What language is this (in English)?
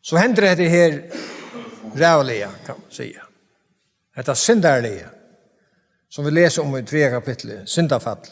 Faroese